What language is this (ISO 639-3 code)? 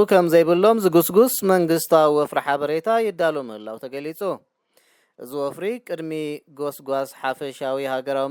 tir